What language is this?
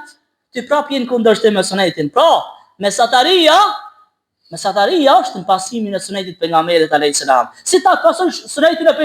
Albanian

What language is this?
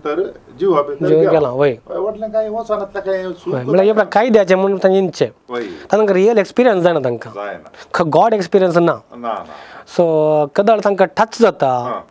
Konkani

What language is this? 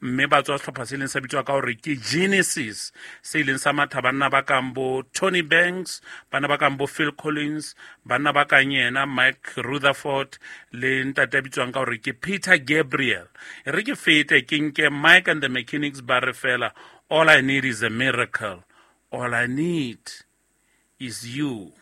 Southern Sotho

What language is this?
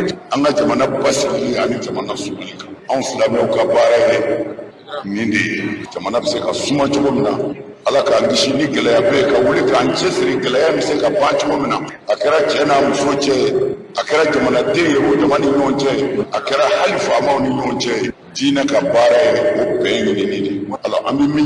Bambara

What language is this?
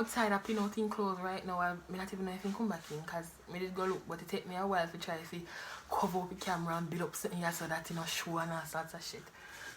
Jamaican Creole English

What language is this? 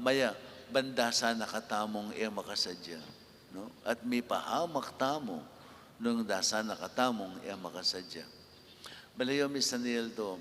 Pampanga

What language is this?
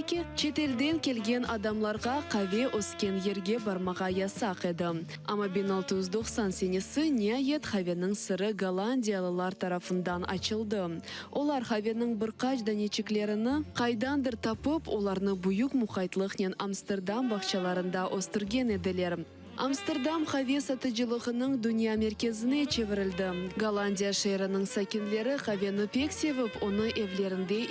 Crimean Tatar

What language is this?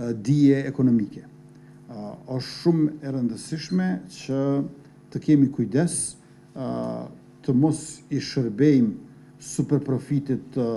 Albanian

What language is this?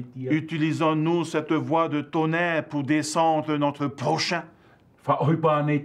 Tahitian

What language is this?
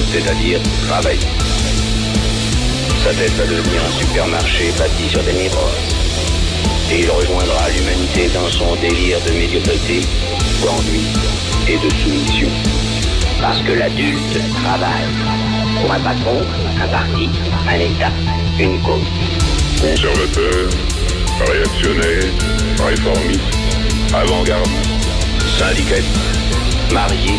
French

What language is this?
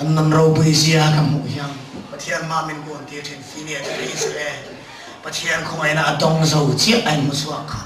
Mizo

